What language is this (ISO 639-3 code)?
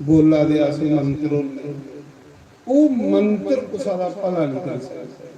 doi